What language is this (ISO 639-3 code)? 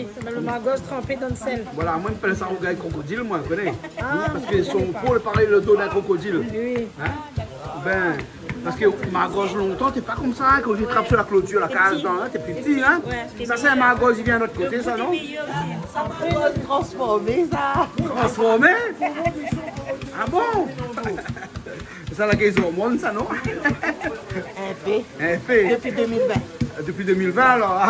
rcf